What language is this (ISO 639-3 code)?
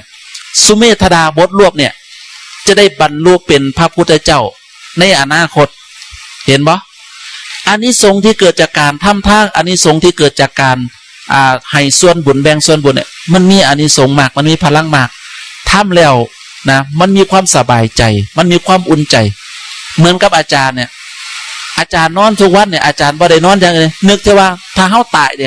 tts